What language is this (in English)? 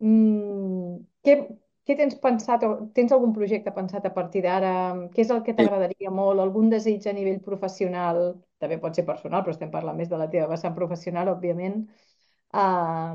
Catalan